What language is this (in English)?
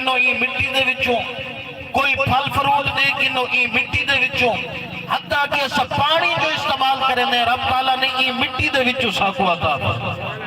Saraiki